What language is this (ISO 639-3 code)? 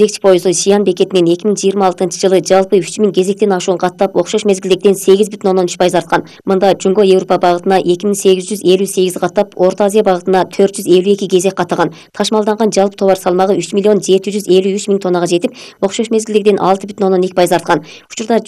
kir